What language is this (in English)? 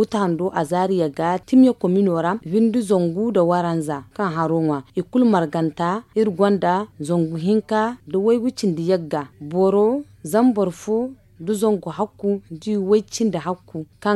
Zarma